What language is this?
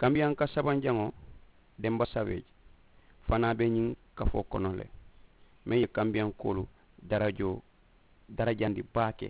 Mandingo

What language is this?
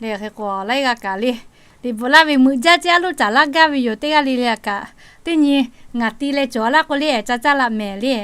Lahu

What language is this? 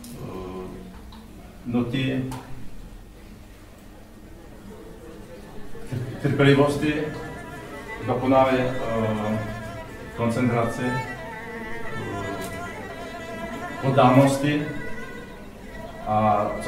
Czech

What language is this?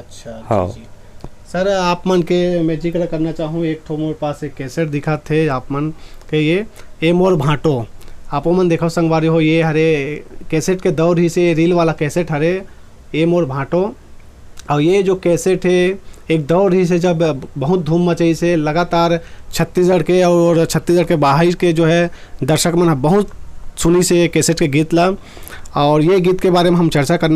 Chhattisgarhi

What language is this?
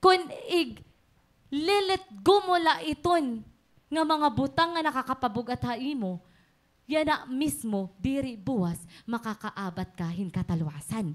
Waray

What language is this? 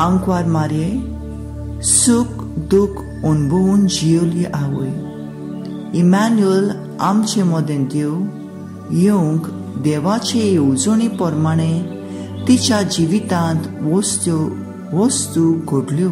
Konkani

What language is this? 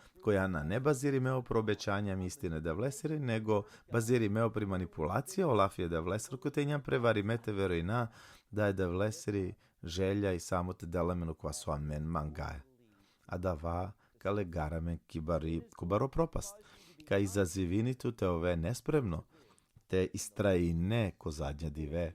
Balkan Romani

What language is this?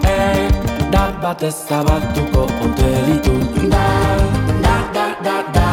Basque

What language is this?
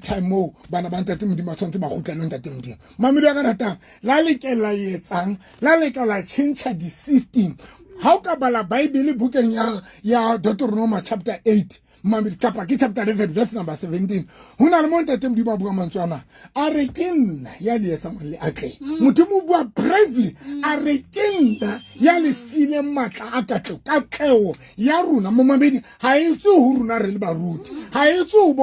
Southern Sotho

